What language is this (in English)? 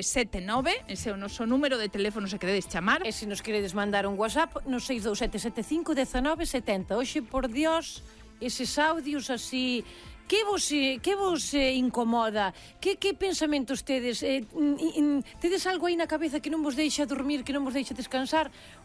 Galician